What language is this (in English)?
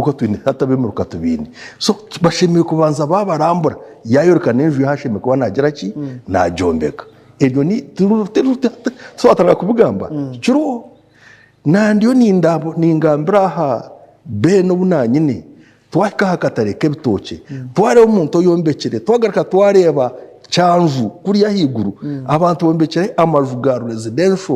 Nyankole